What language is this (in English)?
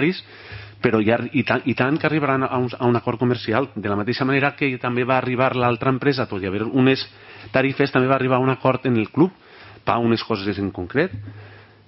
Catalan